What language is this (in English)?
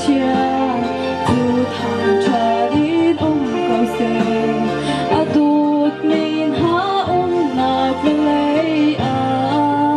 Hakha Chin